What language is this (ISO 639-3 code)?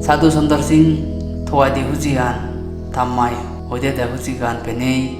ccp